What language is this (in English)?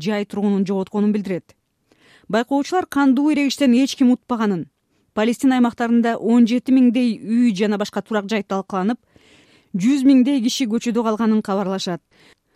Kyrgyz